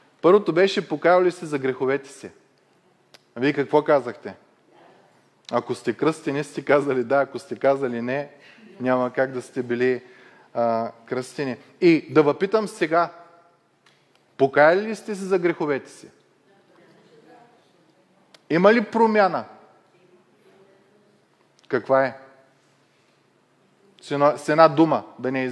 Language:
Bulgarian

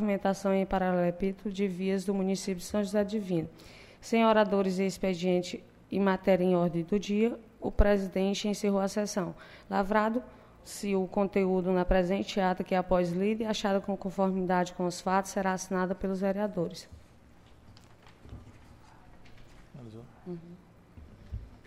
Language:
Portuguese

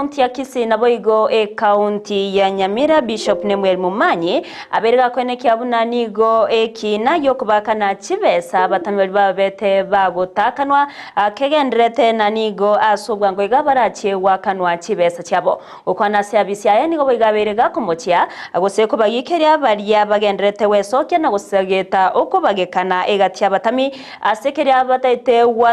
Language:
Gusii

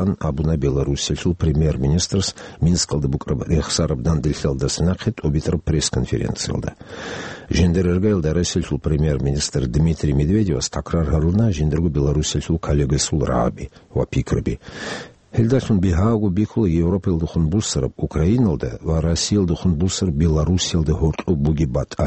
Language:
Avaric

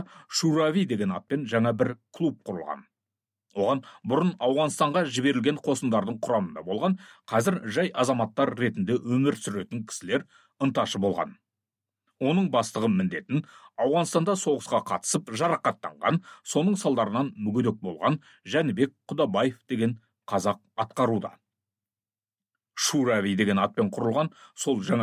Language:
Kazakh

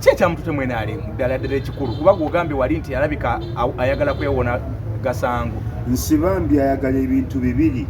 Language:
Ganda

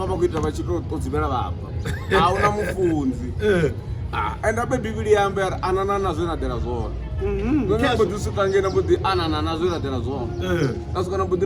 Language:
Venda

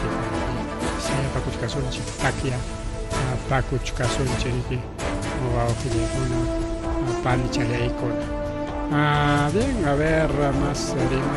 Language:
Ayacucho Quechua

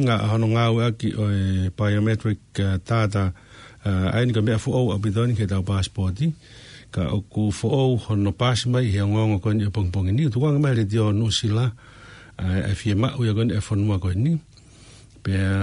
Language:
Tongan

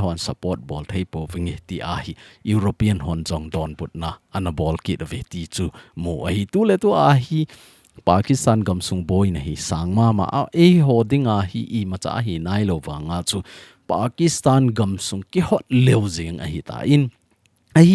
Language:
Thado Chin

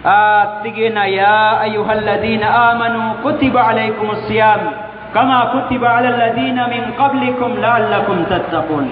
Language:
Maranao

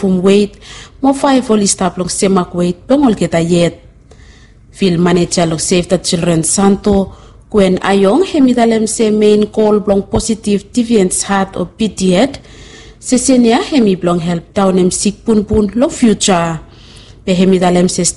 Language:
Bislama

